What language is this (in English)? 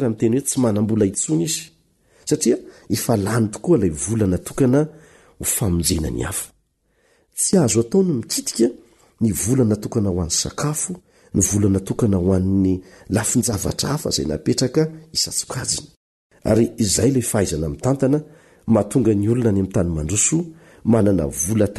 Malagasy